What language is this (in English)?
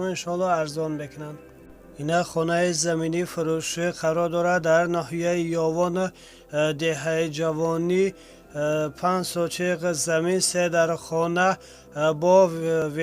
Tajik